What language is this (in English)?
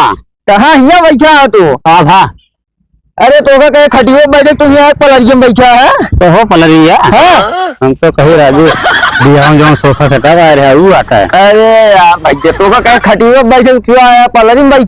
Awadhi